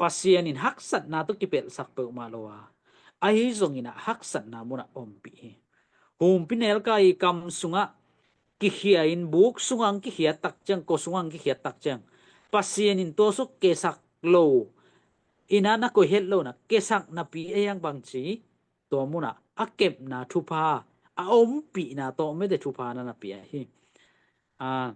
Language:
Tedim Chin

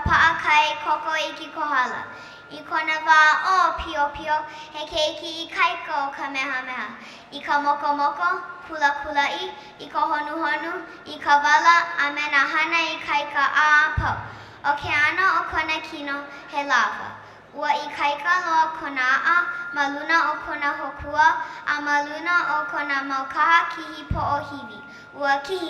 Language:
Hawaiian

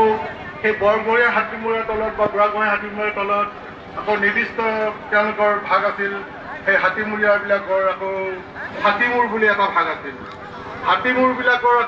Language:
Assamese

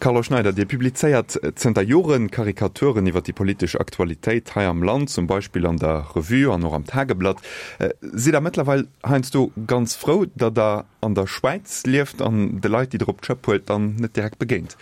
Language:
Luxembourgish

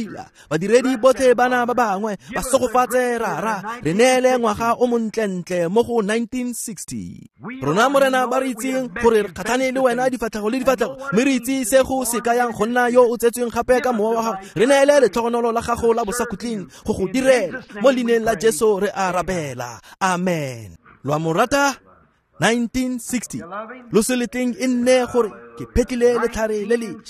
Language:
Tswana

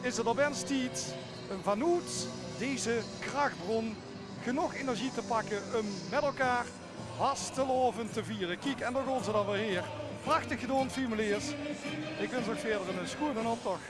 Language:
Limburgish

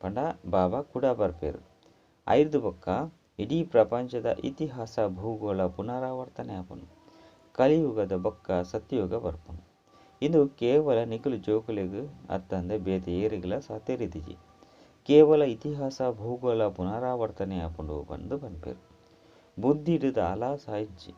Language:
Tulu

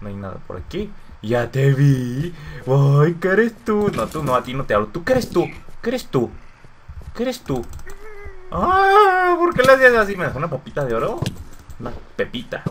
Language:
Spanish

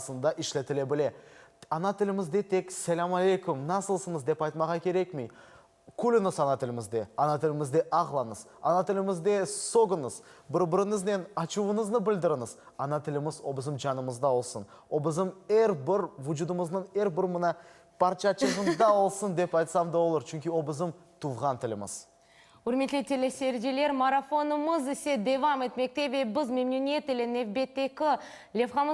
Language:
Crimean Tatar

